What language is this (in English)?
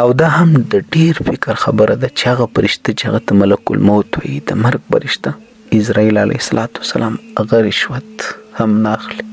Pashto